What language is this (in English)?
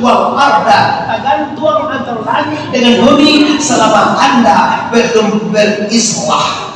Minangkabau